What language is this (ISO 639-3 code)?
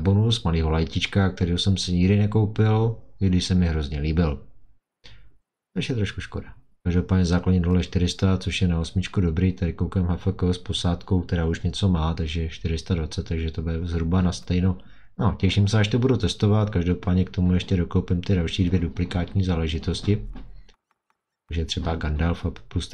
ces